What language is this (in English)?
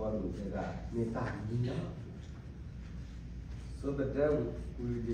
S'gaw Karen